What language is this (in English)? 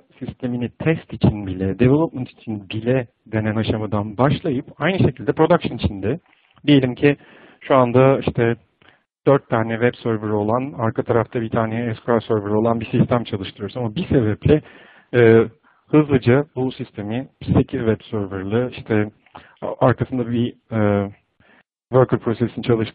Turkish